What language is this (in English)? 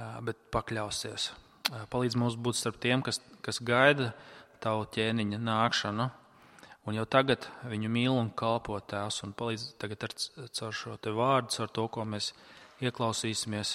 Latvian